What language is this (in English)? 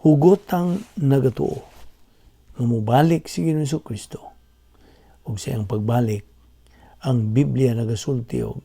Cebuano